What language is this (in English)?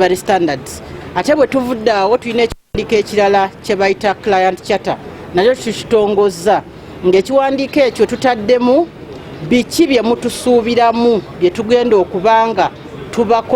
Ganda